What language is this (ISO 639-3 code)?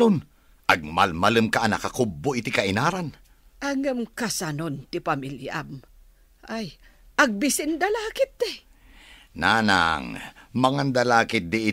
ilo